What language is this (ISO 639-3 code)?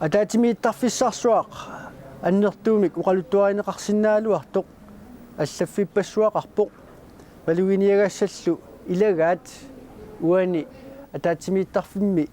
kal